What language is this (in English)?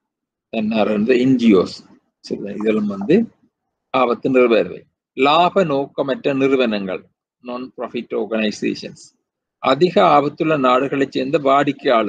Tamil